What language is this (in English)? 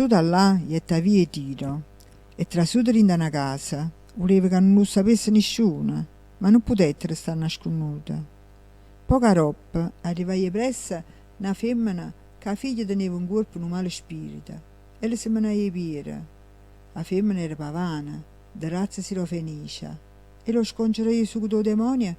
Neapolitan